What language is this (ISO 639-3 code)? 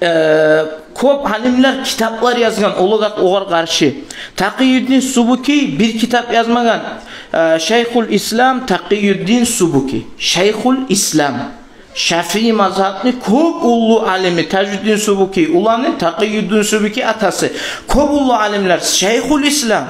kum